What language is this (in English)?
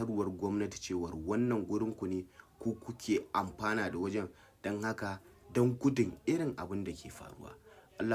Hausa